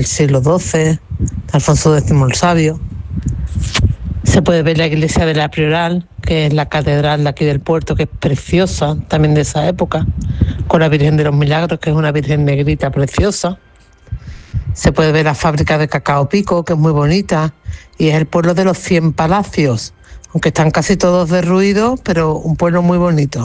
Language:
Spanish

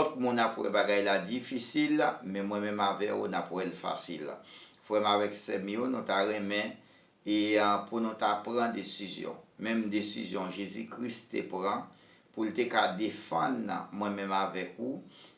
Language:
Haitian Creole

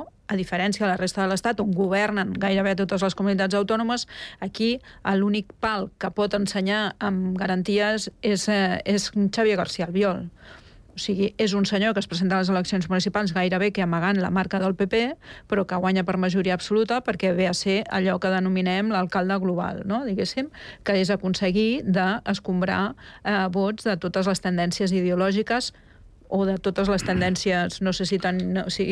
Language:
Catalan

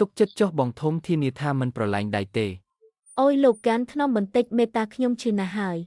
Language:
Khmer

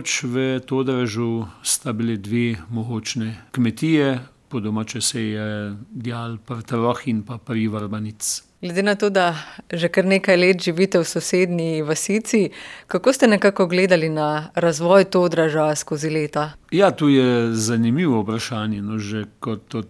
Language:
Slovenian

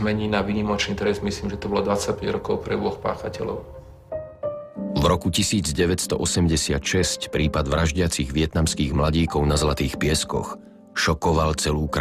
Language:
Slovak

